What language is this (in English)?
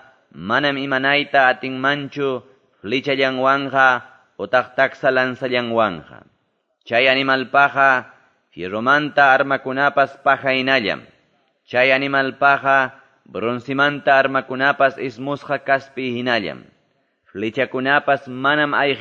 Quechua